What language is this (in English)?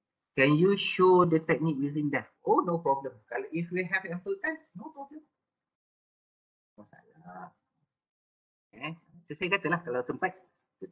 Malay